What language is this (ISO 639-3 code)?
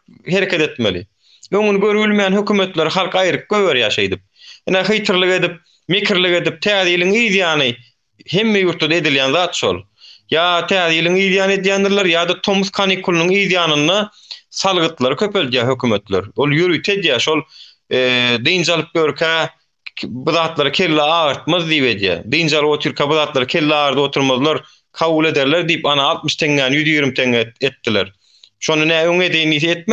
tuk